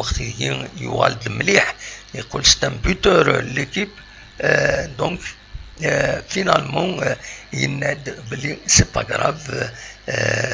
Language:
Kabyle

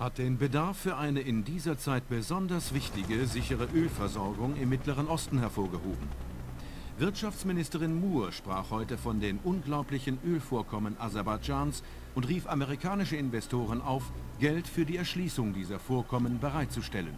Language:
Bavarian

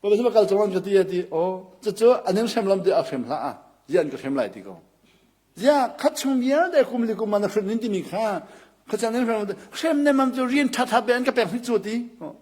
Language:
Hakha Chin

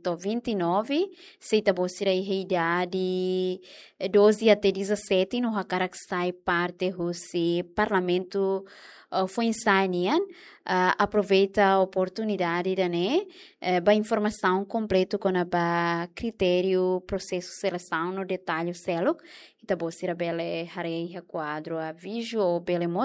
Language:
Tetum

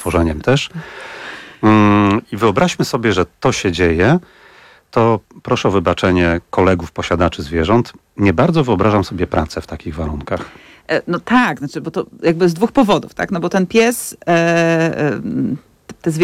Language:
Polish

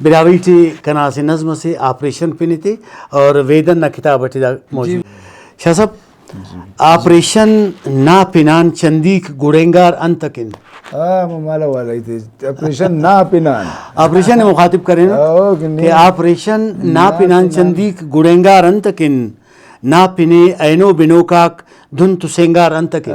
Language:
Brahui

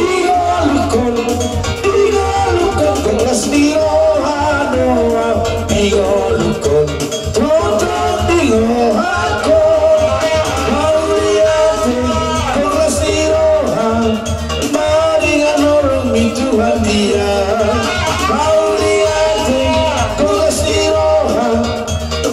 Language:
Batak Toba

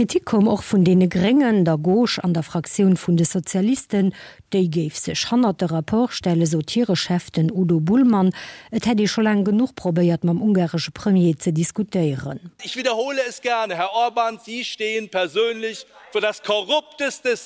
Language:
Luxembourgish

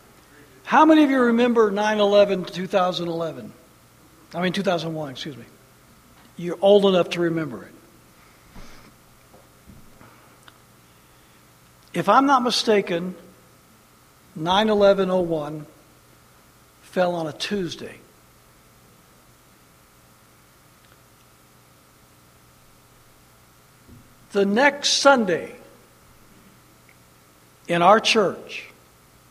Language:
English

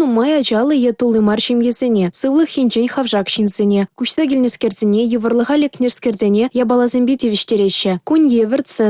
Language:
Chuvash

